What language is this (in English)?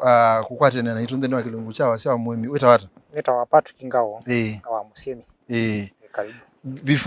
Kamba